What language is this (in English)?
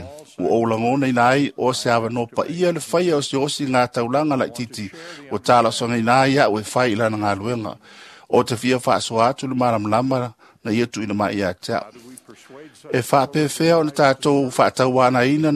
Samoan